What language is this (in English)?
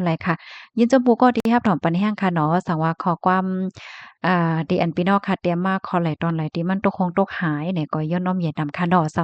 Shan